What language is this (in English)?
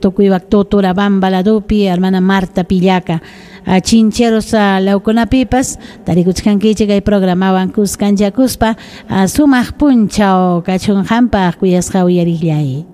Ayacucho Quechua